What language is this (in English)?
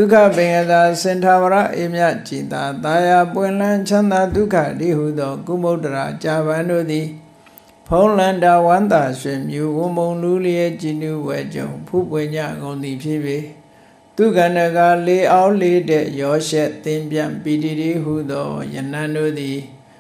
Burmese